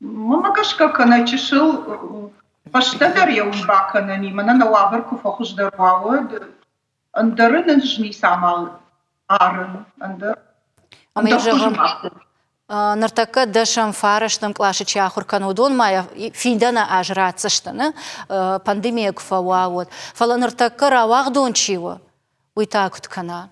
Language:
Ossetic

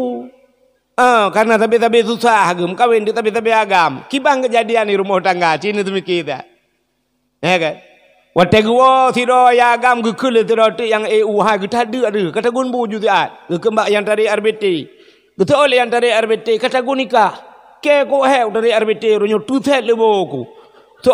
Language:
Achinese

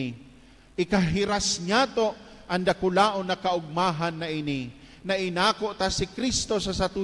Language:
Bikol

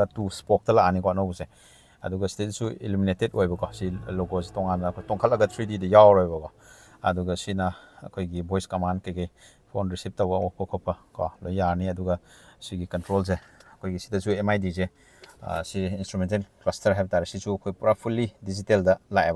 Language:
Manipuri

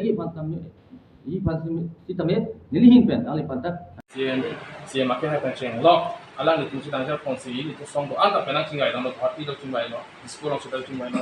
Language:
Karbi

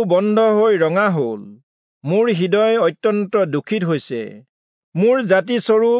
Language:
Assamese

